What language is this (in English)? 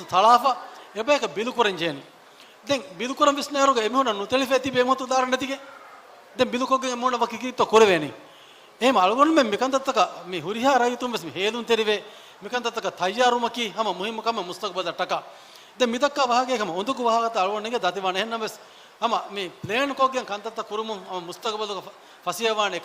Divehi